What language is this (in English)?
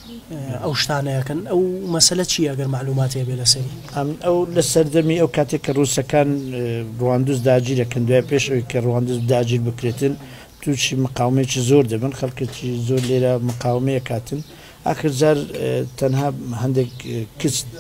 Central Kurdish